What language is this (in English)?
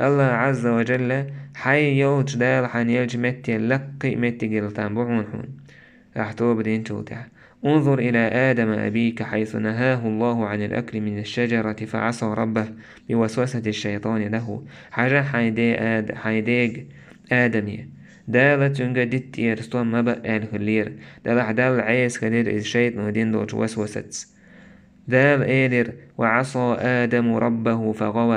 Chechen